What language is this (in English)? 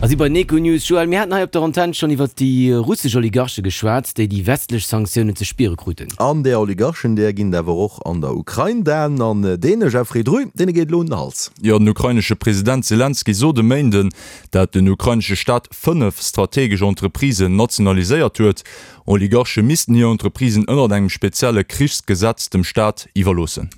Luxembourgish